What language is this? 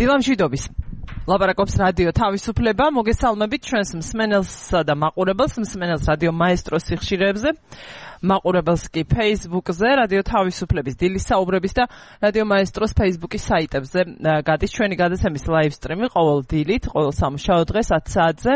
Georgian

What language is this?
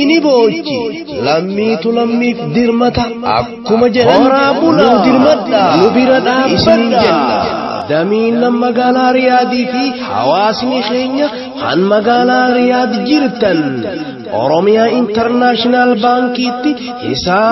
Oromo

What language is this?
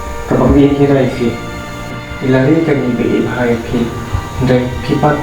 Khasi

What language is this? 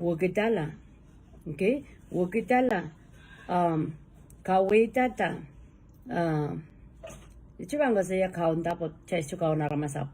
Pohnpeian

